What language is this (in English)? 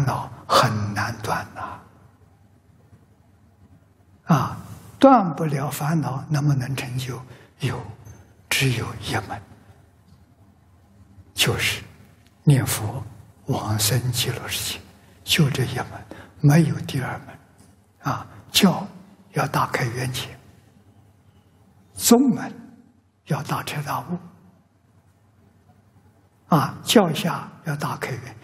Chinese